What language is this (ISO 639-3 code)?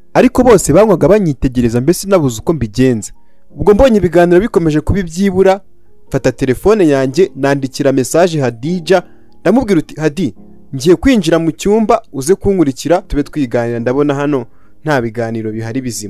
kin